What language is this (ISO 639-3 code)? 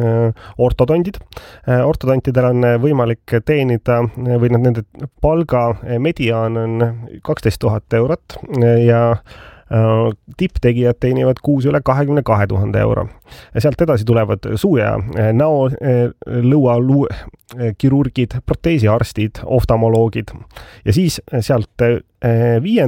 est